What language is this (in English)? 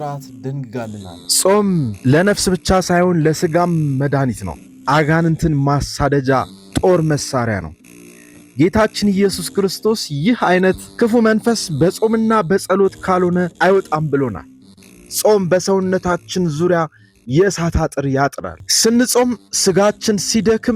Amharic